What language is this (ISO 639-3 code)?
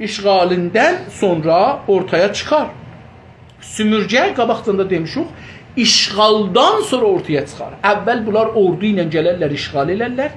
azb